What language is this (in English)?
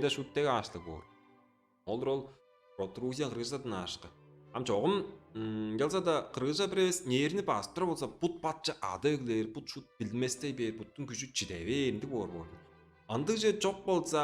Tuvinian